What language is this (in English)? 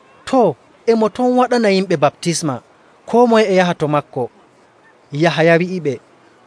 Nigerian Fulfulde